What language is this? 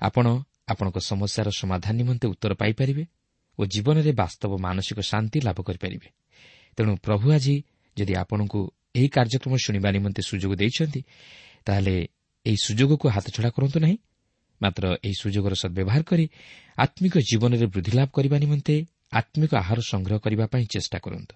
Odia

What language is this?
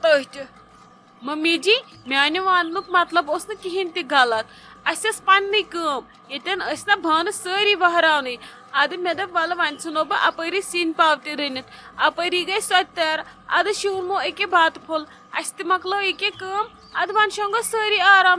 Kashmiri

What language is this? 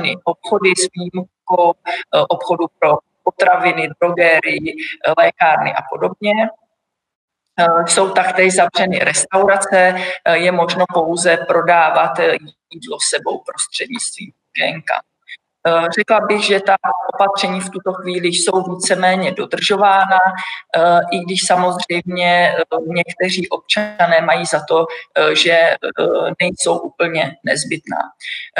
Czech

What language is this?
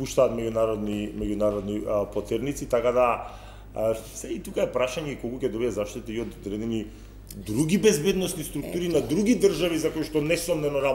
Macedonian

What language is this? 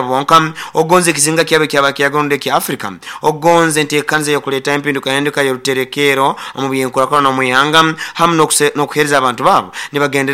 Nyoro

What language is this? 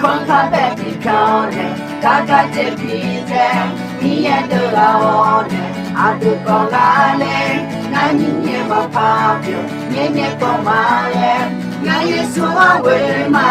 Akha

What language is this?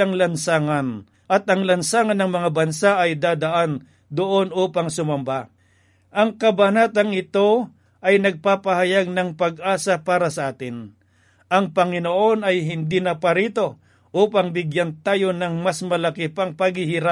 Filipino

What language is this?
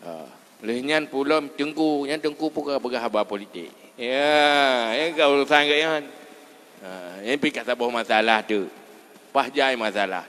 Achinese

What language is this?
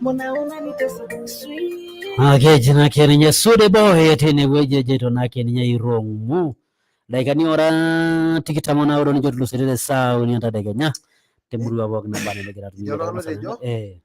Masai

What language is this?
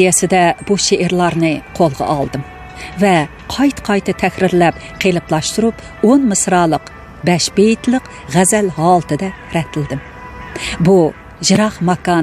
Uyghur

